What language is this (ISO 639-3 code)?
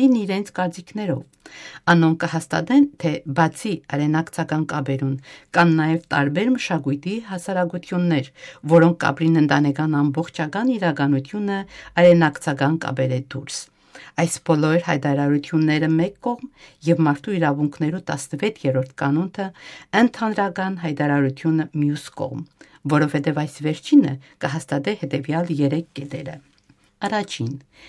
hyw